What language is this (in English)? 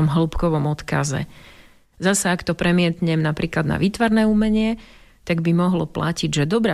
Slovak